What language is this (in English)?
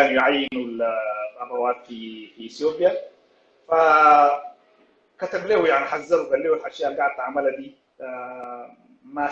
Sudanese Arabic